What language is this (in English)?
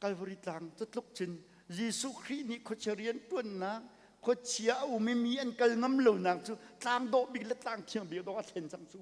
Hakha Chin